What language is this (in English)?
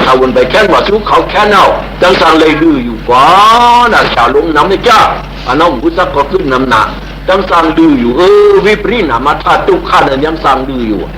Shan